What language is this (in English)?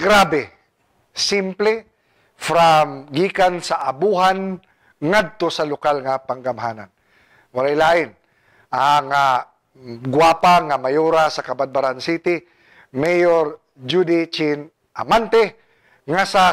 Cebuano